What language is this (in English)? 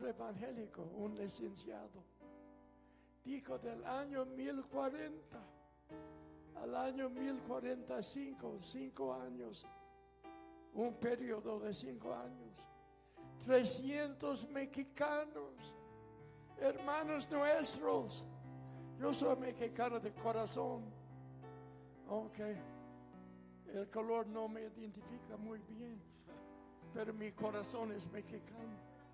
Spanish